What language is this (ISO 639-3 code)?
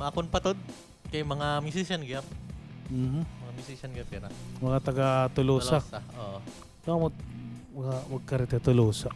war